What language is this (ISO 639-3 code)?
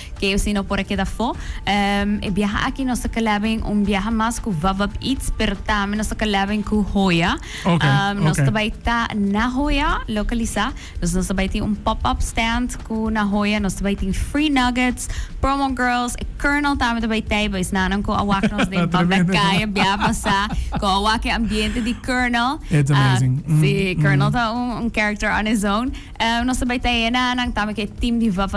pap